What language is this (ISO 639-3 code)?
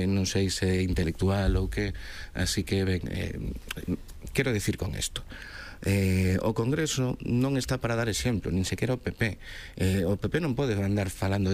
glg